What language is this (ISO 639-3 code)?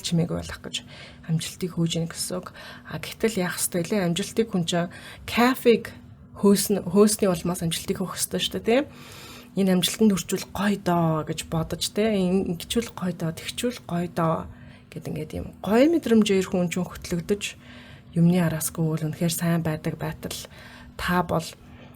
mon